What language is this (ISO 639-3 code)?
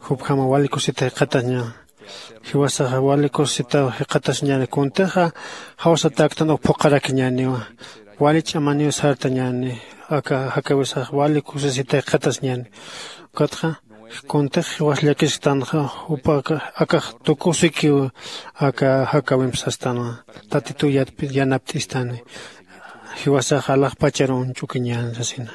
aym